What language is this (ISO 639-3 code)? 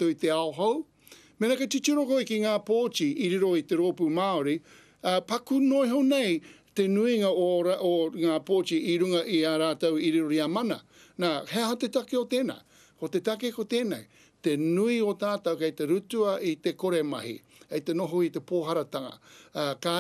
mri